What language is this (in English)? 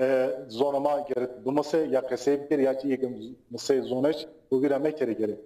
Zaza